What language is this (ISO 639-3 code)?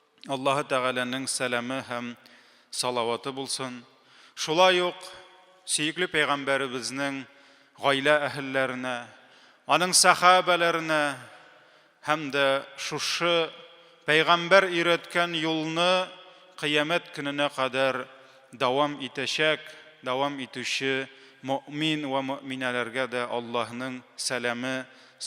tat